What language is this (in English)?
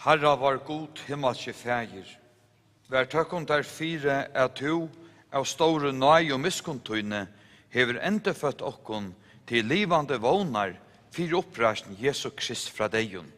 Faroese